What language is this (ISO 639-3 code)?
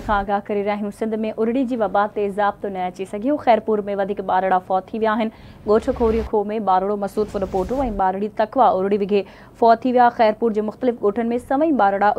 snd